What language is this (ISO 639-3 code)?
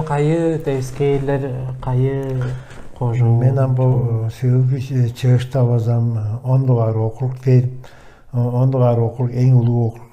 tyv